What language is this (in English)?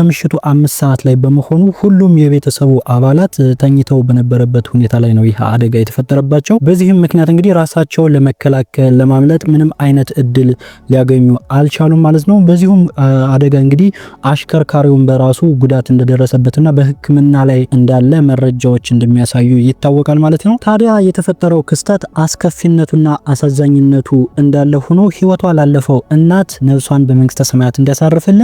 Amharic